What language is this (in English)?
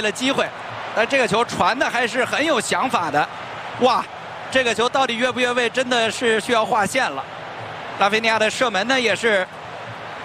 Chinese